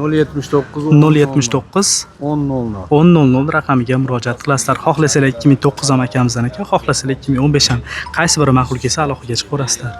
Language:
Uzbek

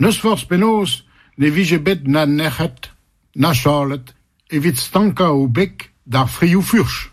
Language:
Breton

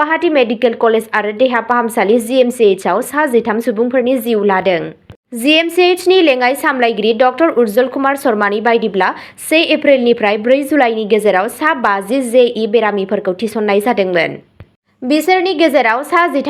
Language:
Bodo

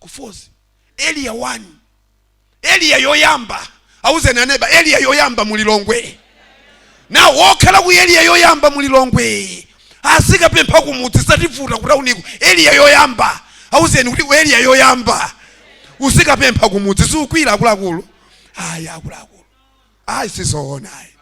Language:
Nyanja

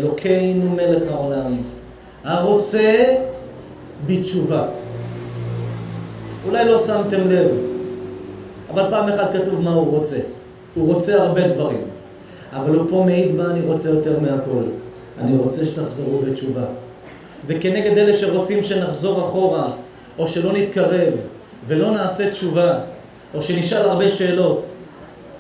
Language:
Hebrew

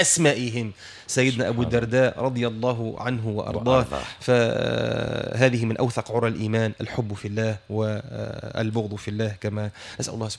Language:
Tunisian Arabic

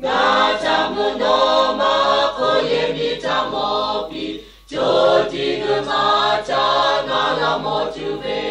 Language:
Lahu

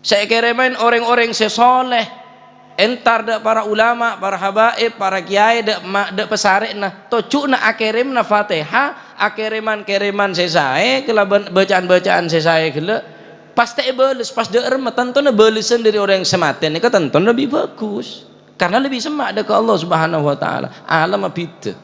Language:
Madurese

